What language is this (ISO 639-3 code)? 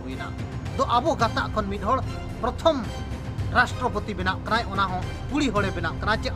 sat